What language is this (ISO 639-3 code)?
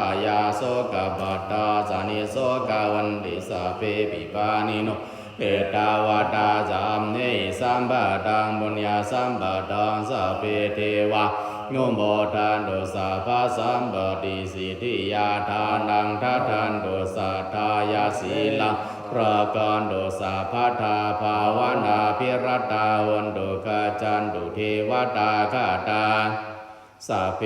pli